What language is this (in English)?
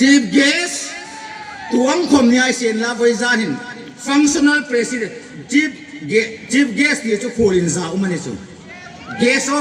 Hmar